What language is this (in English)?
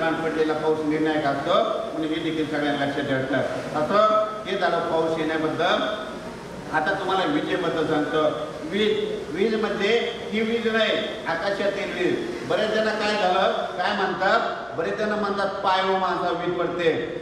Marathi